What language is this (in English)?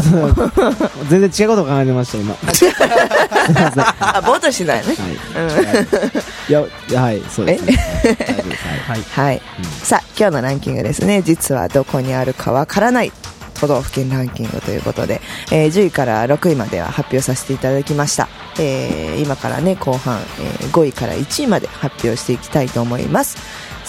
Japanese